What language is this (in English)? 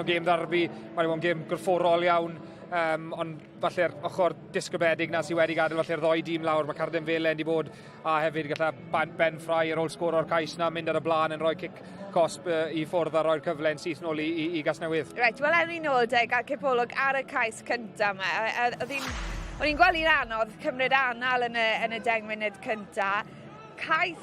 Welsh